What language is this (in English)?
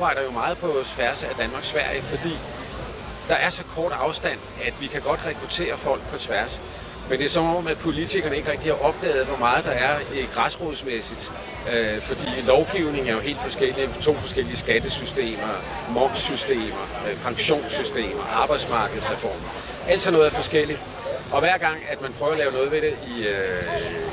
Danish